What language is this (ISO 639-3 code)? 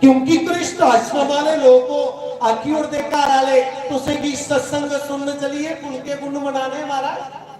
doi